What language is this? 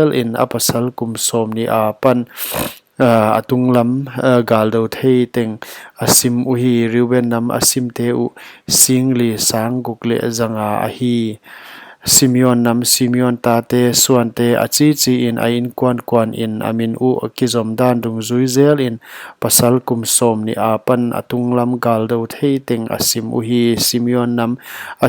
Paite Chin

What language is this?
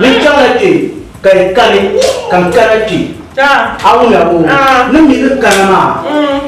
Dagbani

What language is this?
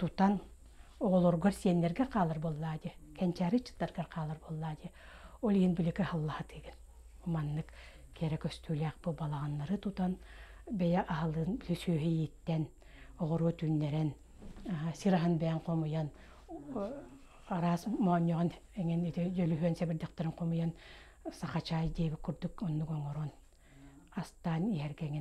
Yakut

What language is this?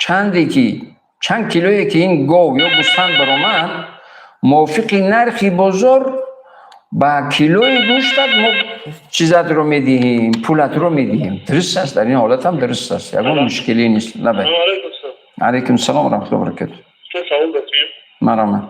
Tajik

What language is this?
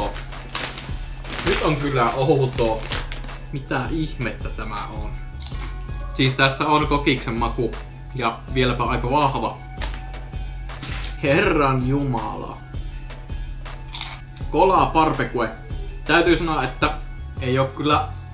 Finnish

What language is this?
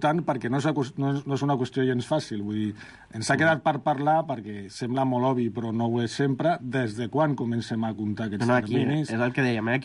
Catalan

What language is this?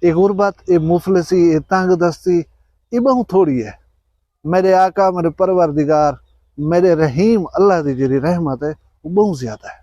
Saraiki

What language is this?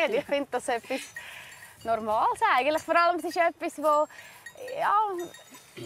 Swiss German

